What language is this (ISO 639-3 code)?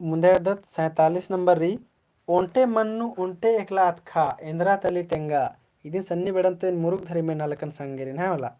kru